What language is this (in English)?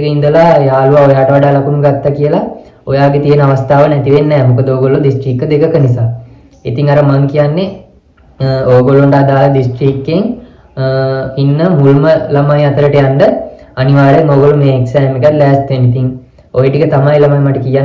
Sinhala